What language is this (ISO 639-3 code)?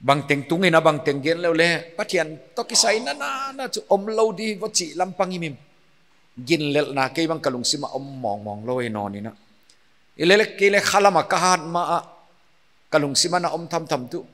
pck